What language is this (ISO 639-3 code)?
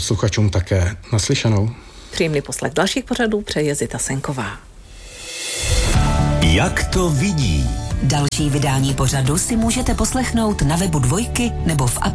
ces